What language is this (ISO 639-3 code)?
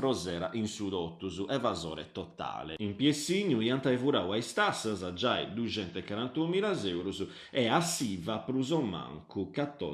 srd